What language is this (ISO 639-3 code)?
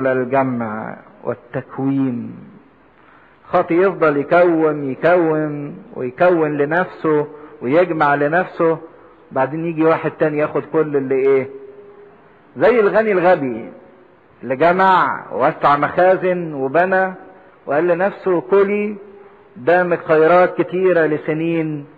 arz